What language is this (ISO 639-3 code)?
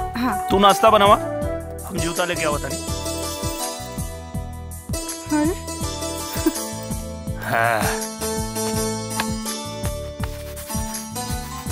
bho